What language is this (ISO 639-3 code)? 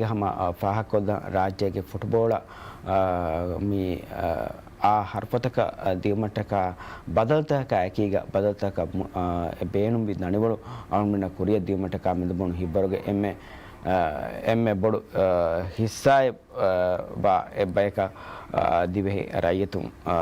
div